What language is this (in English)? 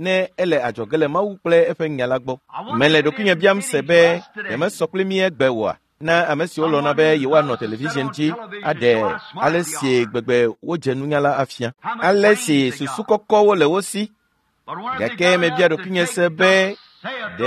Ewe